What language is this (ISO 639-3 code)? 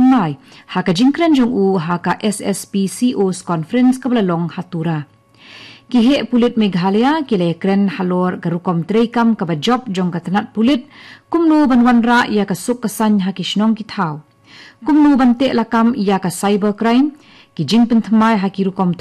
kha